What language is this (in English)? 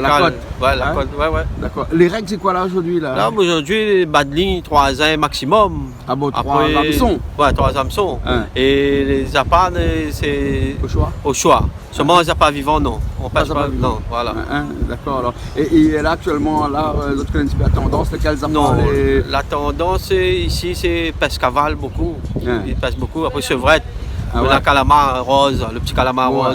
Réunion Creole French